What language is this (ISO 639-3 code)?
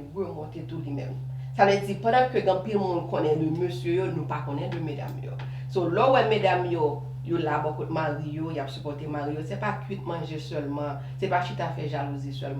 hat